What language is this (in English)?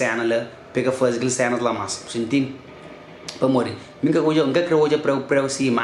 Kabuverdianu